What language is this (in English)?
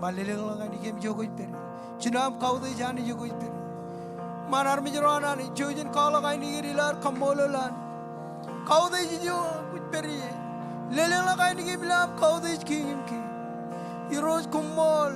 Marshallese